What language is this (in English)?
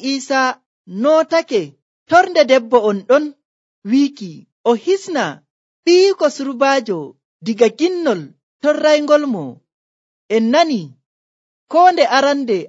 Nigerian Fulfulde